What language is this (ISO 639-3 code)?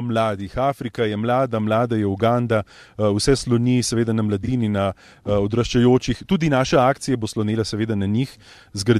slv